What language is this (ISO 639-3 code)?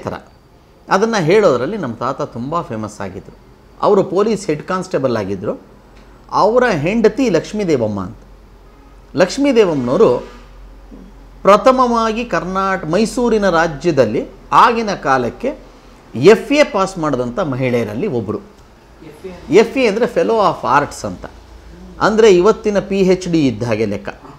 kan